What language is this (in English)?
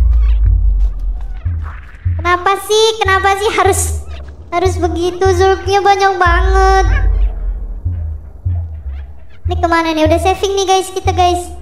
Indonesian